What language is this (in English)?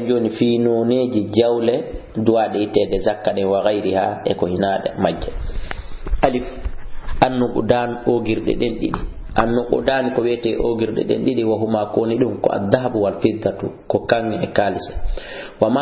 Fula